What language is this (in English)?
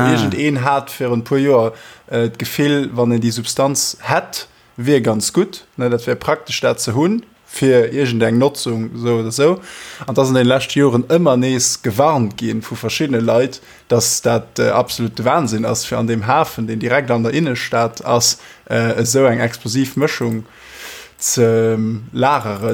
Luxembourgish